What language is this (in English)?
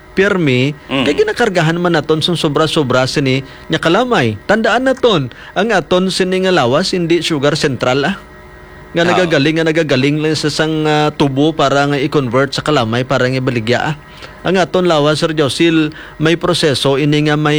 Hiligaynon